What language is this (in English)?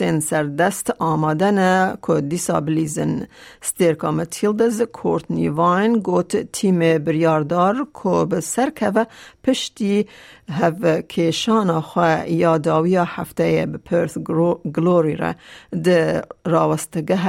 Kurdish